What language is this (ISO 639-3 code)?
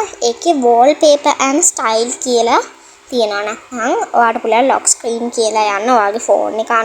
sin